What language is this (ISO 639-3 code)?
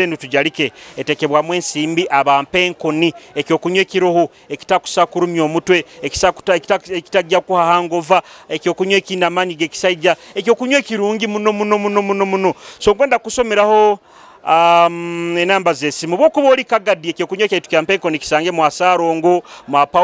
nyo